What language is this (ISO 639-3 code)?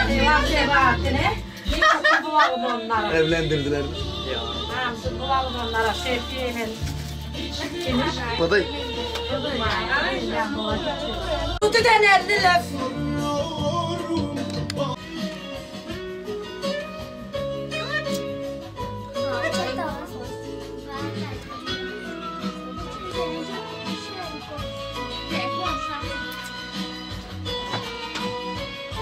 tur